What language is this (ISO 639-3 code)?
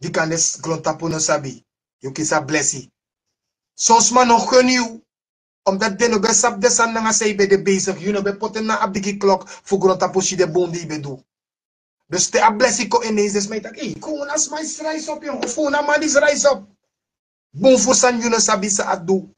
srn